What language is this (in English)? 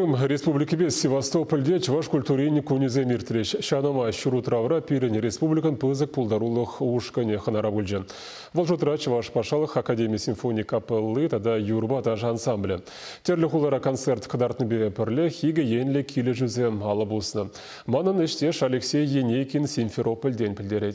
Chuvash